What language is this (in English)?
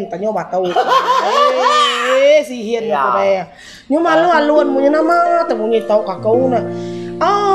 Iban